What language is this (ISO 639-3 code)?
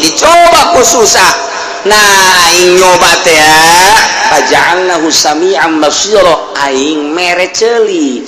sun